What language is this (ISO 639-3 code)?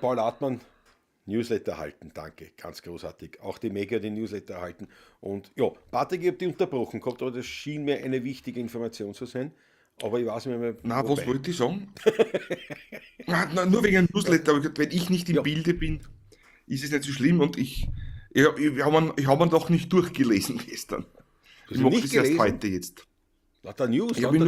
bar